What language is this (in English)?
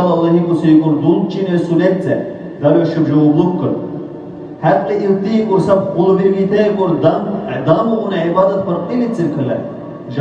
Dargwa